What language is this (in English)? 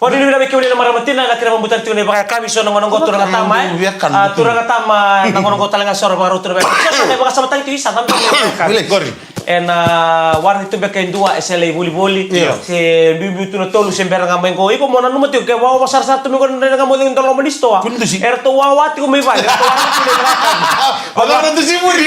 Fijian